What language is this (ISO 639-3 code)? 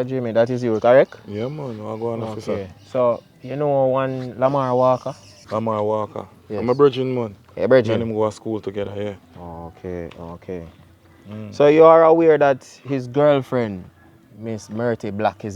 jam